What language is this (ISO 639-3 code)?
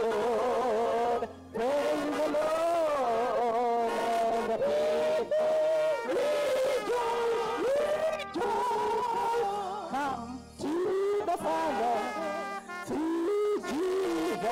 ewe